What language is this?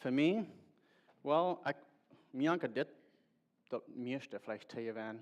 Plautdietsch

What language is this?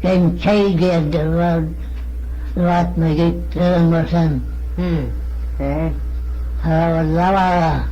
Manx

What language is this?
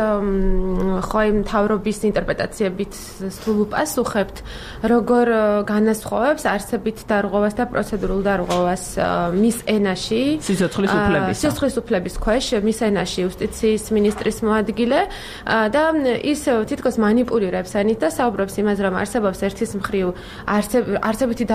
Georgian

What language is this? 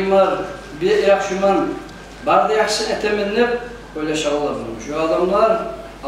Kumyk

